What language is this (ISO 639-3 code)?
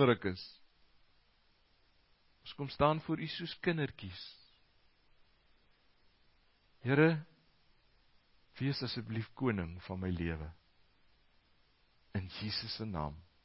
afr